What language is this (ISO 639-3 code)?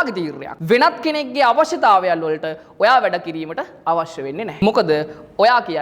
sin